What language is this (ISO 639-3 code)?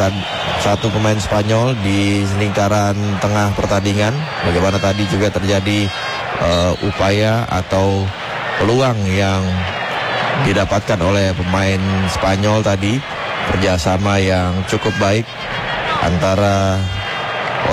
ind